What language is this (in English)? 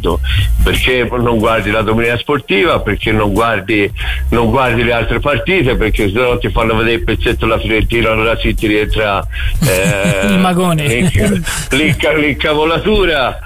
Italian